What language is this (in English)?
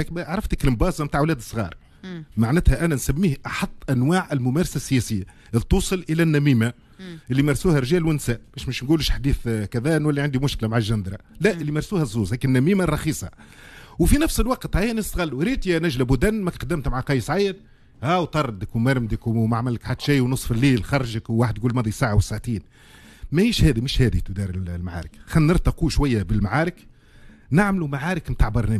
Tunisian Arabic